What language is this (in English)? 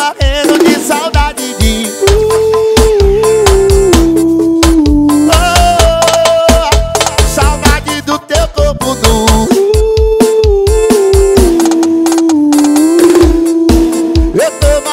Portuguese